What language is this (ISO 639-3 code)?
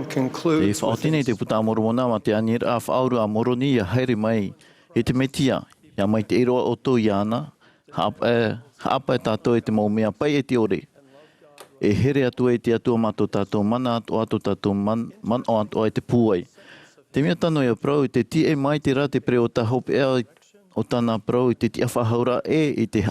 tah